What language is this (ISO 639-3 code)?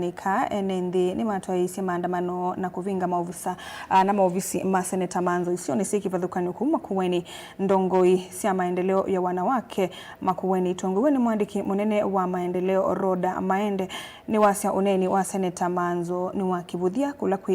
kam